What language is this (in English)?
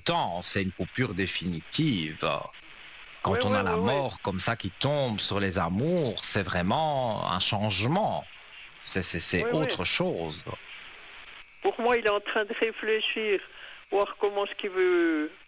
French